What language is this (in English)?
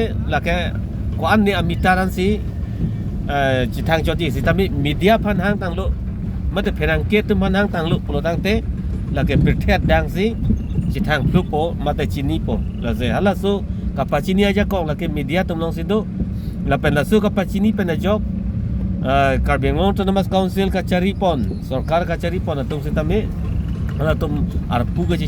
Karbi